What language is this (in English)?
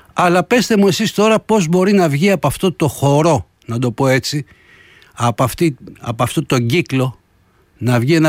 Greek